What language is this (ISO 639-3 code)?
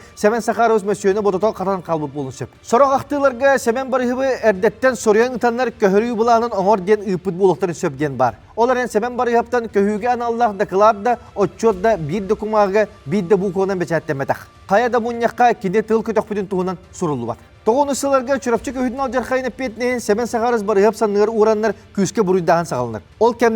sah